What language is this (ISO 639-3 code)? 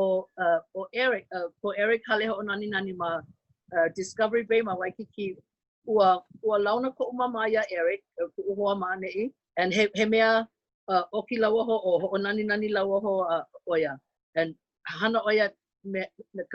haw